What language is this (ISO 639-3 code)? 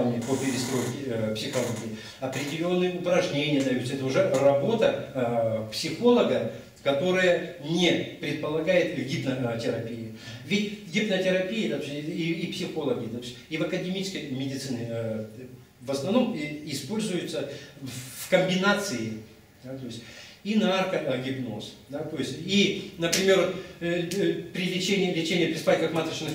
rus